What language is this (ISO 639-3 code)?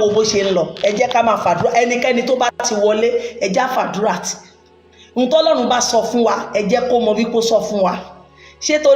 yor